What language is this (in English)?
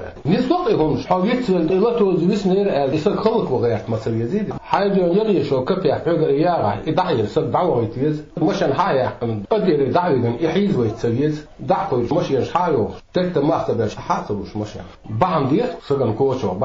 Chechen